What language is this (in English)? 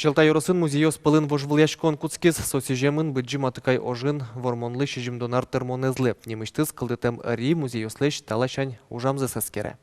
Udmurt